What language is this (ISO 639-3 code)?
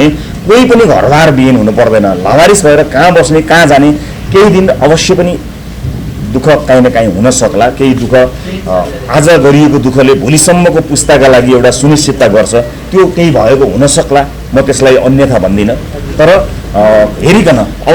nep